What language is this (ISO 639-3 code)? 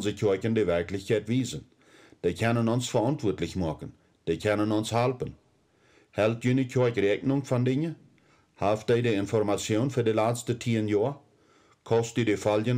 pdt